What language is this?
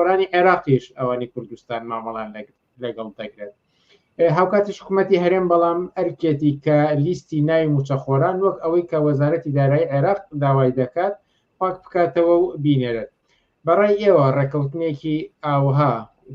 Central Kurdish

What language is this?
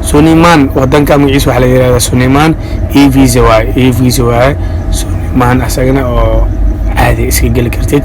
Somali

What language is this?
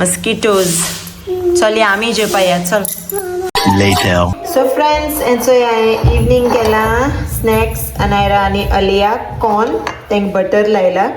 Konkani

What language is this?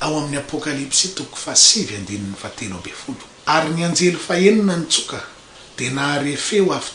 Malagasy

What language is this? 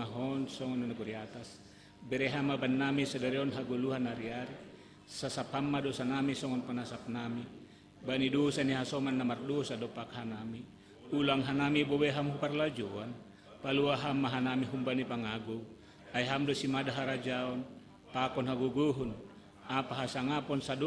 Batak Simalungun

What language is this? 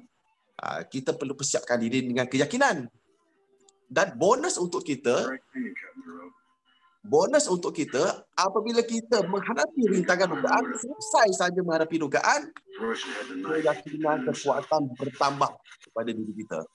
Malay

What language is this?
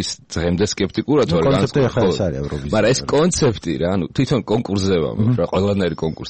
Georgian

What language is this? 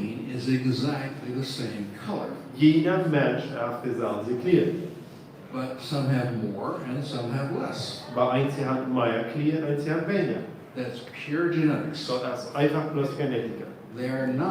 Plautdietsch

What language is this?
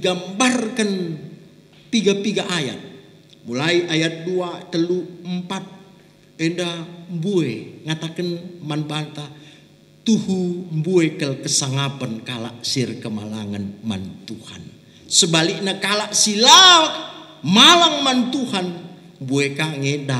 Batak Karo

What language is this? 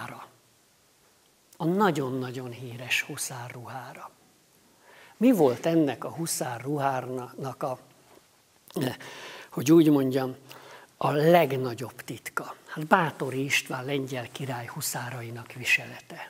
Hungarian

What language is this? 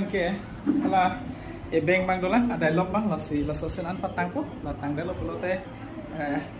Karbi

